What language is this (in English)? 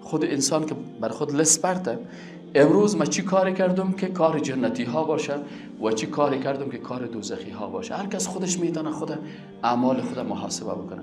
Persian